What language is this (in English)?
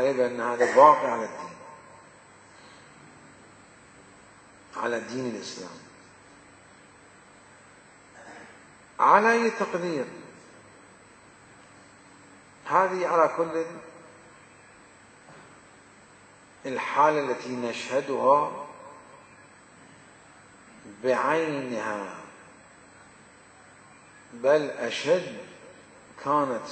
Arabic